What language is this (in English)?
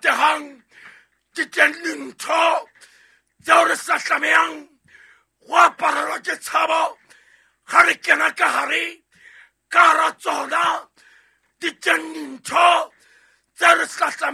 Southern Sotho